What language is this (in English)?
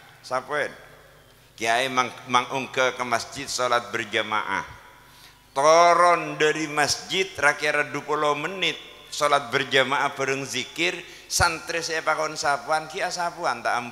Madurese